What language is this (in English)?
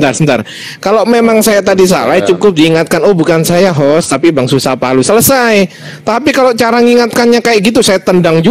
Indonesian